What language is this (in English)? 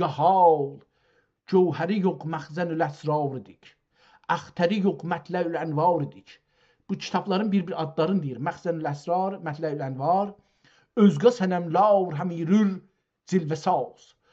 South Azerbaijani